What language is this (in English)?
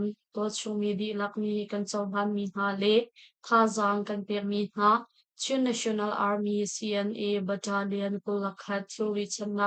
Hakha Chin